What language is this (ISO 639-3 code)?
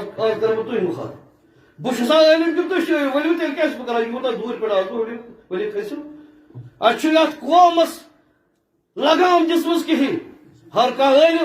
kas